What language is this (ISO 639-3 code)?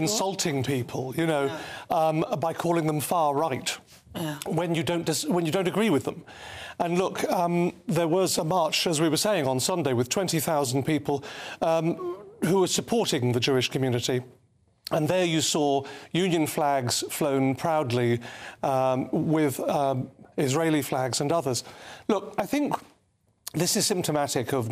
eng